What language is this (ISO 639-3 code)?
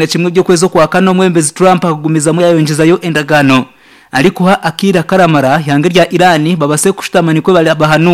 nyn